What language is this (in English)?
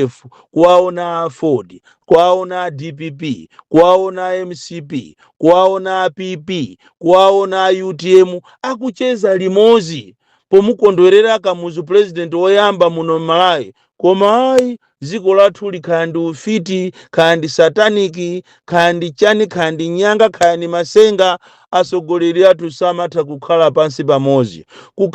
Nyanja